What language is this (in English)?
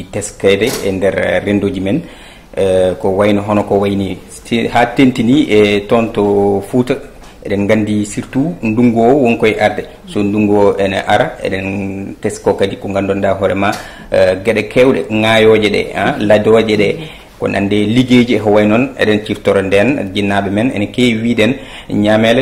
Fula